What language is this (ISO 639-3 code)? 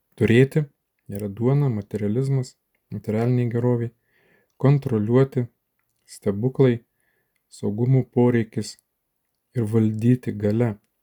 lit